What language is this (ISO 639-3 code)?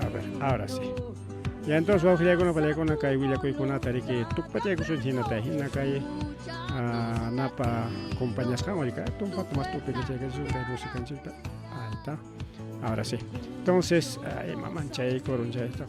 quy